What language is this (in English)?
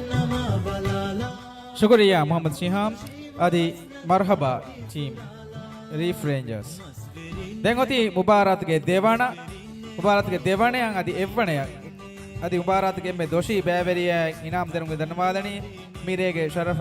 Divehi